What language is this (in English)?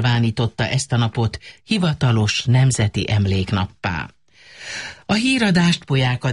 Hungarian